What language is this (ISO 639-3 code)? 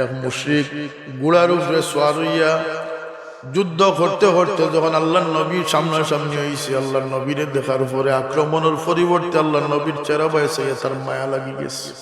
syl